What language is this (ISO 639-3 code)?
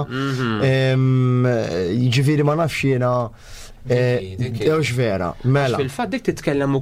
mlt